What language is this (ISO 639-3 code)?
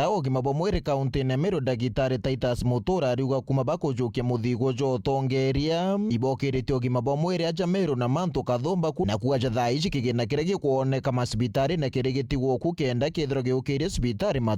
mer